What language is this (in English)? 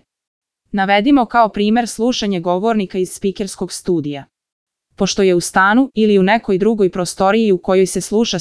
Serbian